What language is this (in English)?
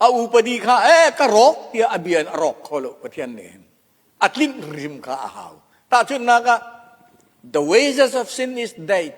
Hakha Chin